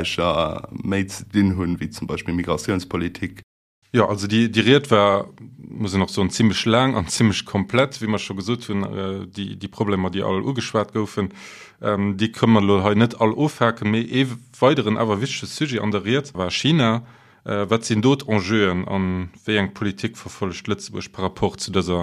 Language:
Luxembourgish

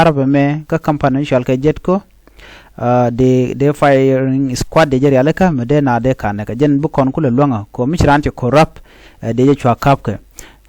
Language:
Nuer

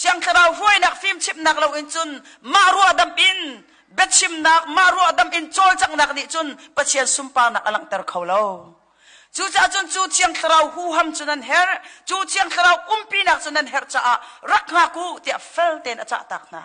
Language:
Hakha Chin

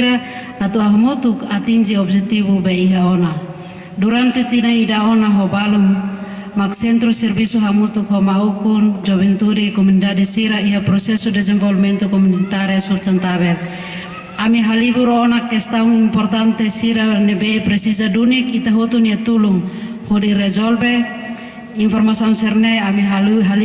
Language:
Tetum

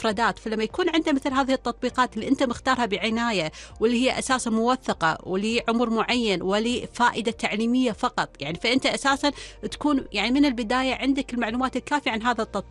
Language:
Arabic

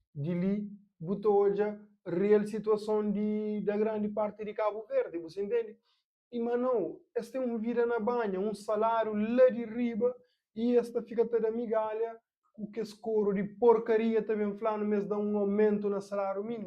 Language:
Kabuverdianu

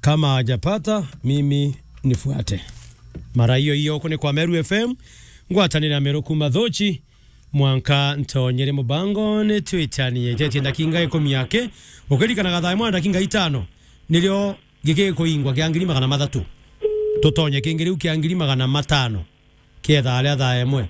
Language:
Meru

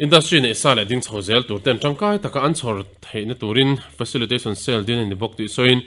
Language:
Mizo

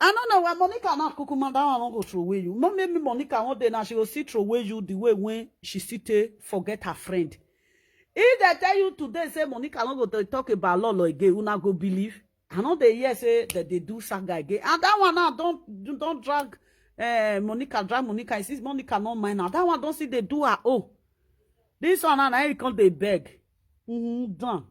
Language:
Nigerian Pidgin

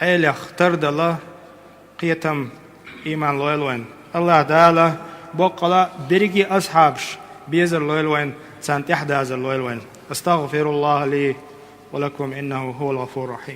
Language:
Chechen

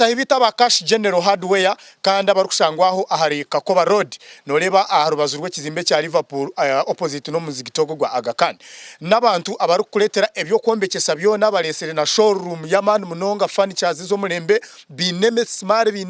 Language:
Nyankole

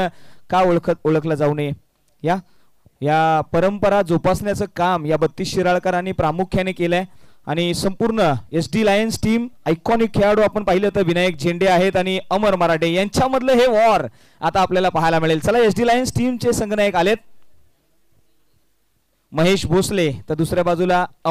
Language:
Marathi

